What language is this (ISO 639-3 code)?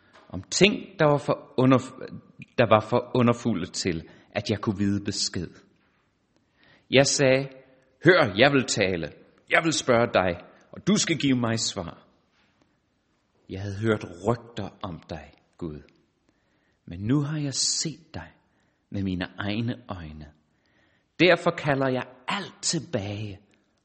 dan